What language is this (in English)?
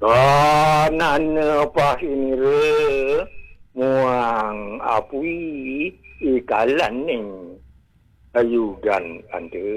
Balinese